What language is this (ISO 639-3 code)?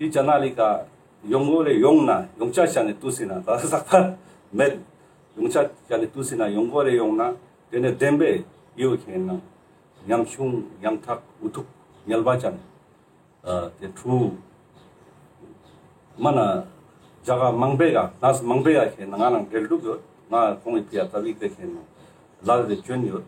lbj